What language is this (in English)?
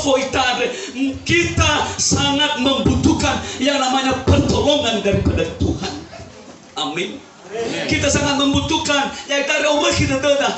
Nias